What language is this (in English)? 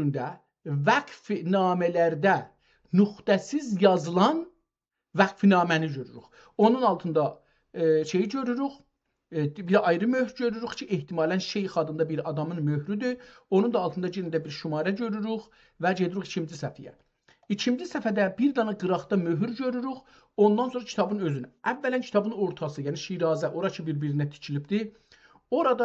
South Azerbaijani